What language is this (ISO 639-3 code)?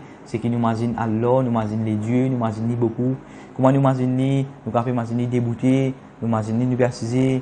mfe